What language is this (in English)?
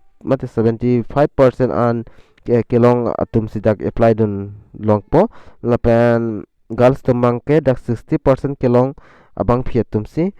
Karbi